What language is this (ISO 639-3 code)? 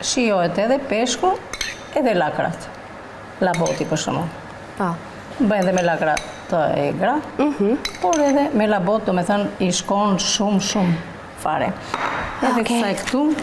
sqi